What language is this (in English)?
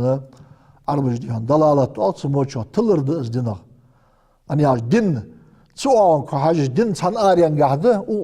Ingush